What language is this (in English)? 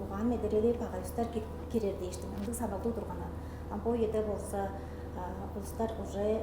Tuvinian